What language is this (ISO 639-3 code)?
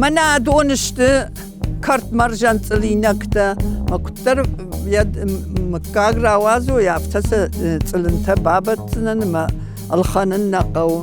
oss